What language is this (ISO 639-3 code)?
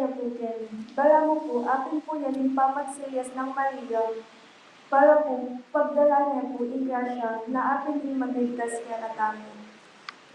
pam